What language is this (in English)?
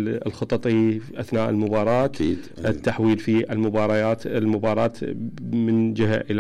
Mesopotamian Arabic